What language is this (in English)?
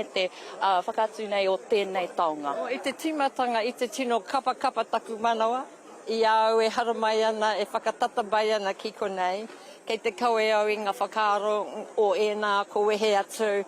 Māori